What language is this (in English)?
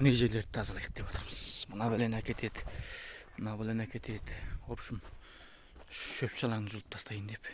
Kazakh